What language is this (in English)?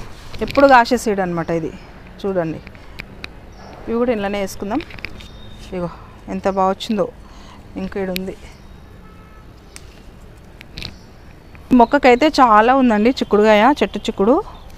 Telugu